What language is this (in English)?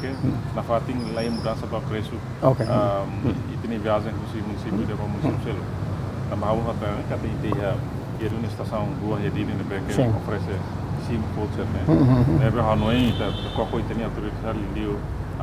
Tetum